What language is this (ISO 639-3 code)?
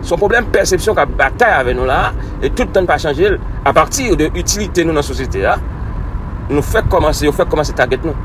hat